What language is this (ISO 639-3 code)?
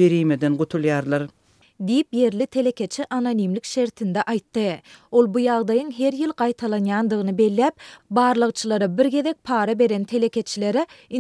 tuk